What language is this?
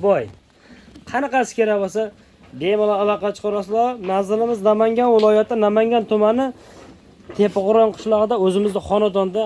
Uzbek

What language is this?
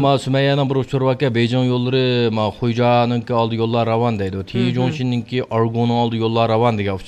Uyghur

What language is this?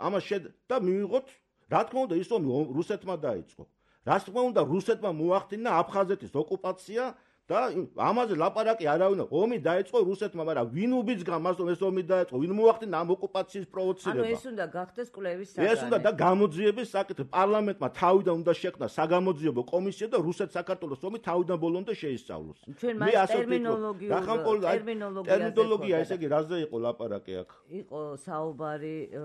Georgian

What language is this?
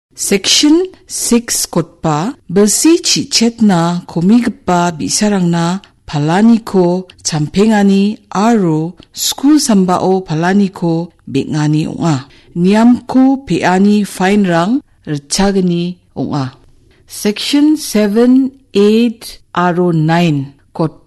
Garo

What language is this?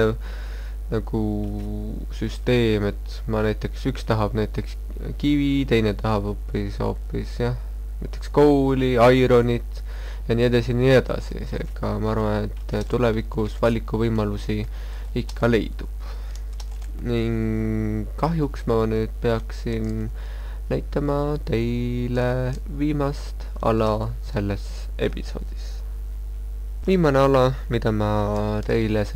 Estonian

